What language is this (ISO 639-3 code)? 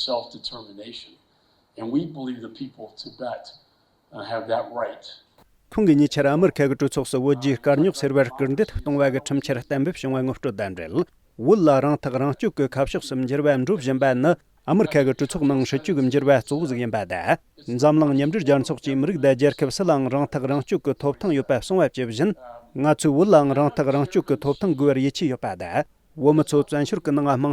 bod